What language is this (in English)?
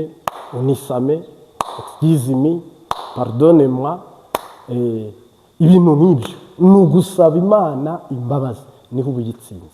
Kinyarwanda